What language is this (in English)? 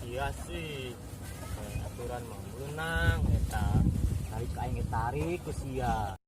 Sundanese